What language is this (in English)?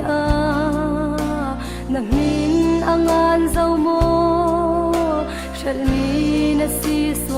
Falam Chin